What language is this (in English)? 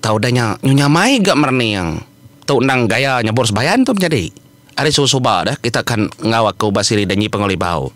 Iban